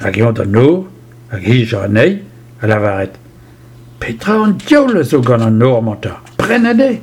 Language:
Breton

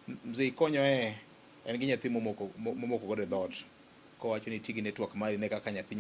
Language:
Luo (Kenya and Tanzania)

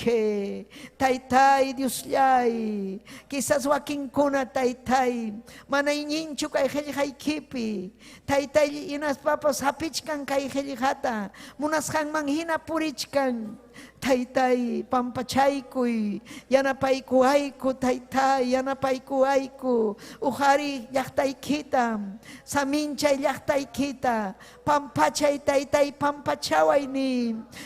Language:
Ayacucho Quechua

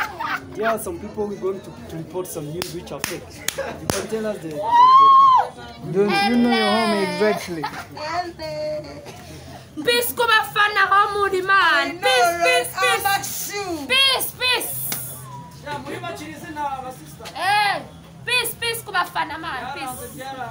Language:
Kinyarwanda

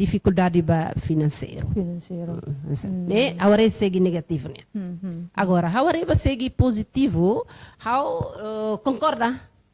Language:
Tetum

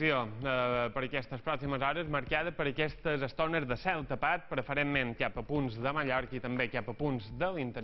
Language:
Catalan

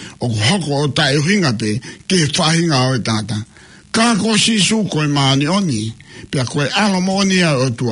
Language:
Tongan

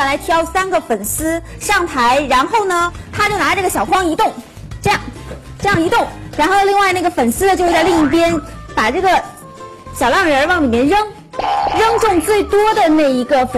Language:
Chinese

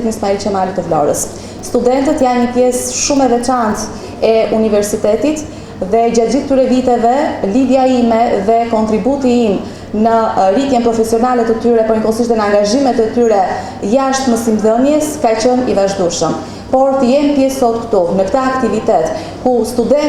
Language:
Albanian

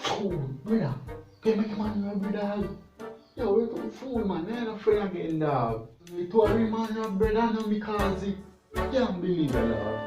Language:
Jamaican Creole English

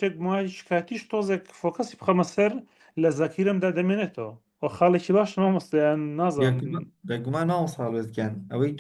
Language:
Central Kurdish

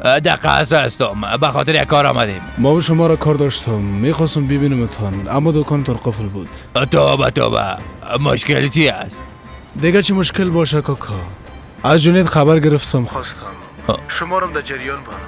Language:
Persian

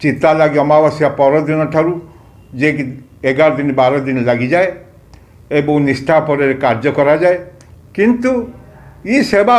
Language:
Odia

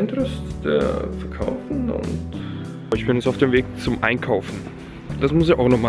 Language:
Swiss German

